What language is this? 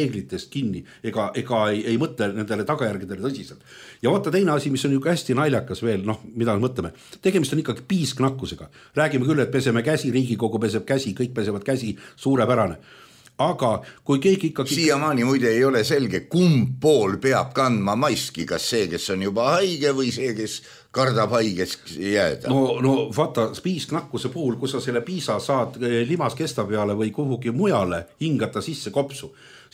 Estonian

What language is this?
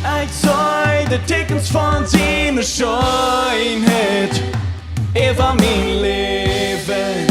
Plautdietsch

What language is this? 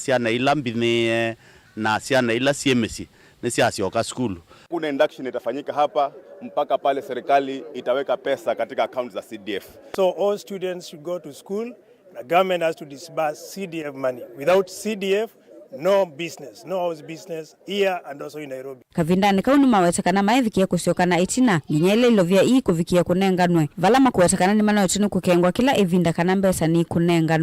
Kamba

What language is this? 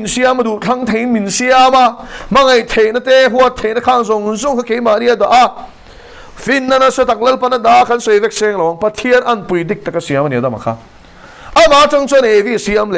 Mizo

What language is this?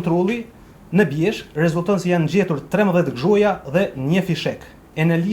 Albanian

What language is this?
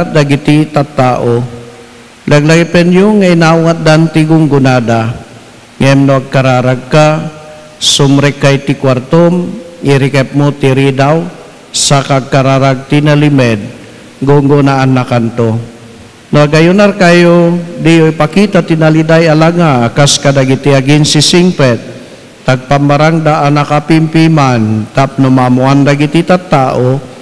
Iloko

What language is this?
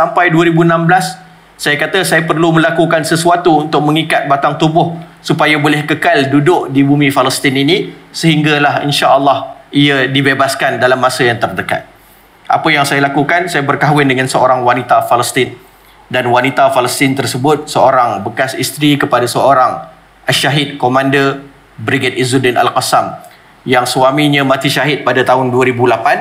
Malay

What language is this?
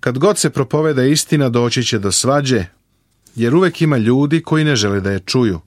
Serbian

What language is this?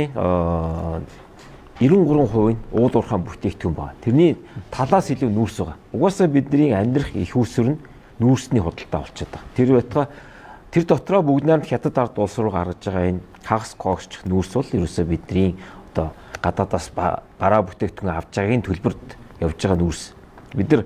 Mongolian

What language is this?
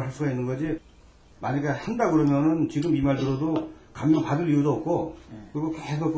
Korean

